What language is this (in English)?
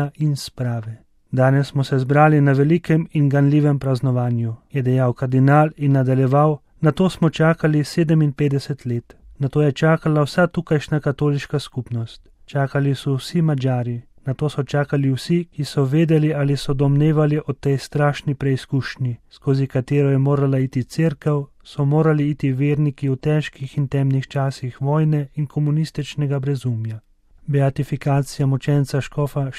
Slovenian